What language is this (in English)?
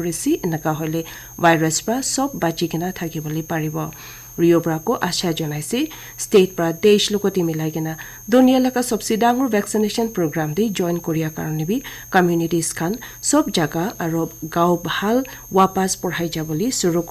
Naga Pidgin